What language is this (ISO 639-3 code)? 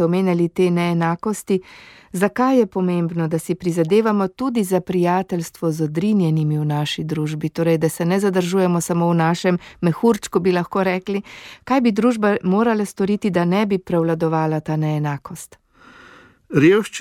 slv